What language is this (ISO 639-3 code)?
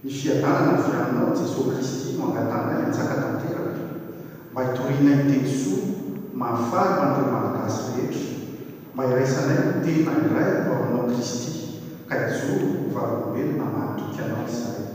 mlg